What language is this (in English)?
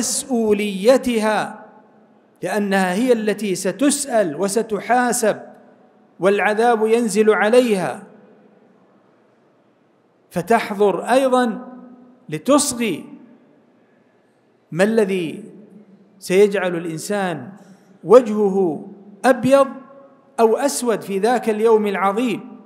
Arabic